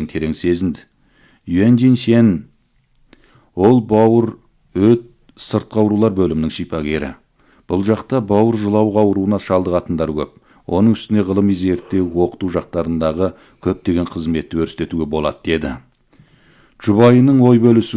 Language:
Kazakh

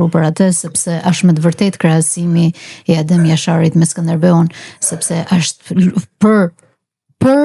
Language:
Albanian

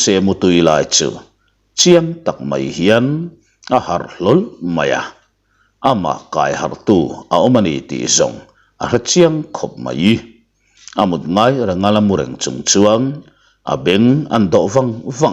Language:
Mizo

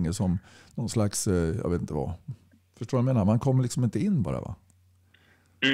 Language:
Swedish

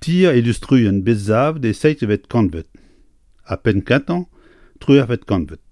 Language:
Breton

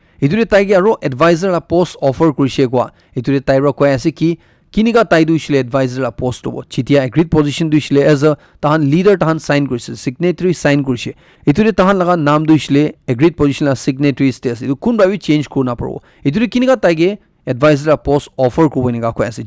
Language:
Naga Pidgin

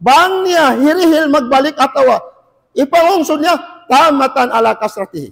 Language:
Tausug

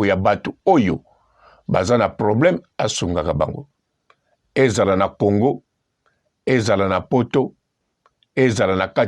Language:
Lingala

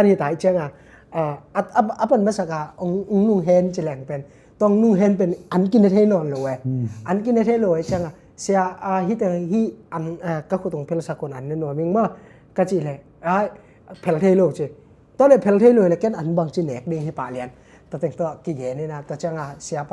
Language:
Tedim Chin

